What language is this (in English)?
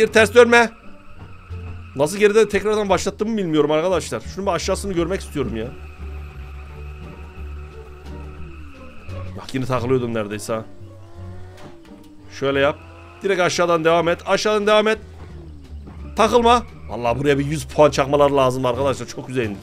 Turkish